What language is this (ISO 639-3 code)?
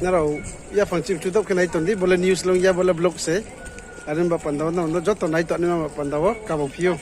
ria